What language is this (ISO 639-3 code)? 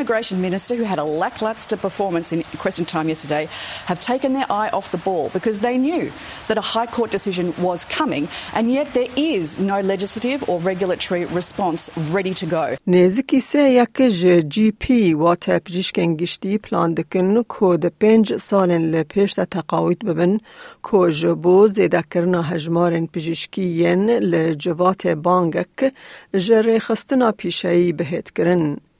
kur